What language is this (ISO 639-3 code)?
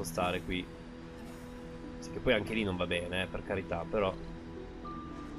ita